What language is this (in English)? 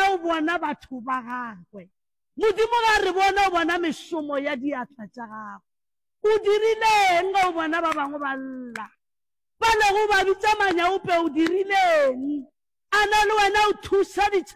Northern Sotho